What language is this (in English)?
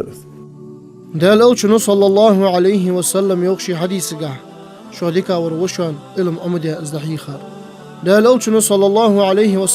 Ingush